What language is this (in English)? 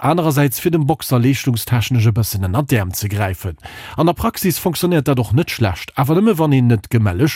Luxembourgish